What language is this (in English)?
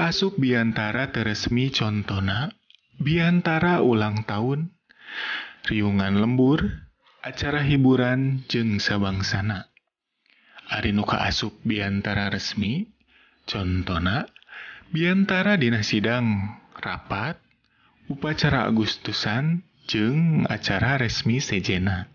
Sundanese